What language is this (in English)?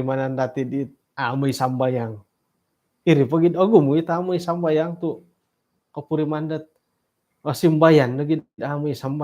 Central Dusun